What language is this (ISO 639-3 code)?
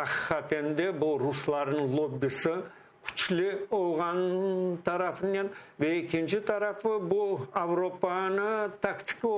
crh